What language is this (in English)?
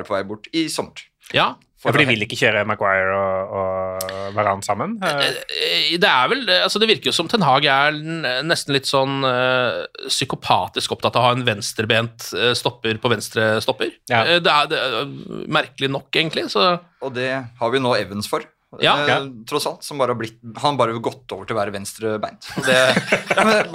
Norwegian